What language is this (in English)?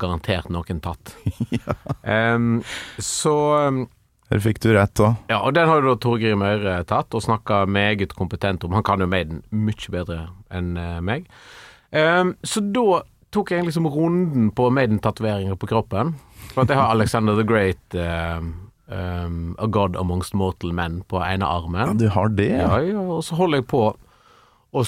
Norwegian